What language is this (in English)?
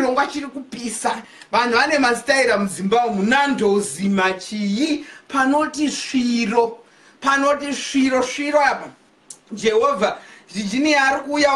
Shona